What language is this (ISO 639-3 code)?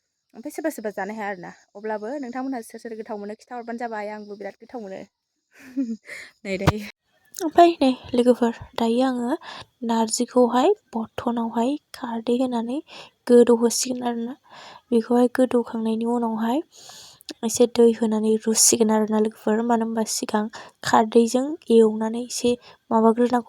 brx